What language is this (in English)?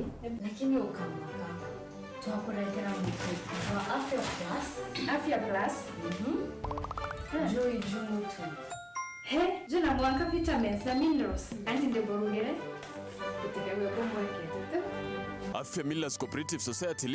Meru